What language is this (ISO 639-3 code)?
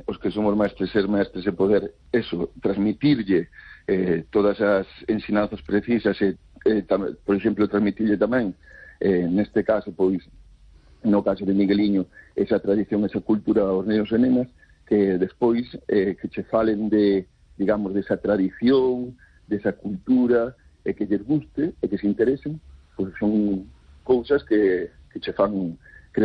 glg